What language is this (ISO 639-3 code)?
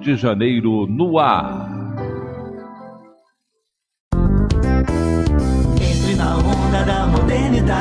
por